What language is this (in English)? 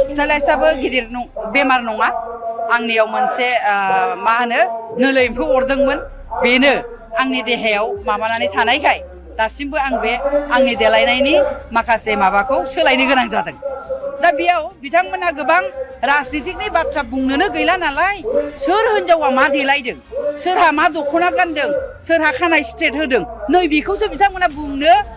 Bodo